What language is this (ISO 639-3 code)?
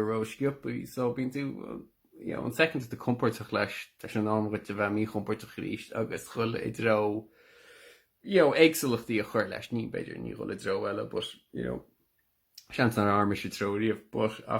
gle